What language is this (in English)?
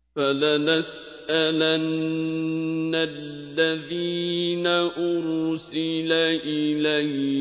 Arabic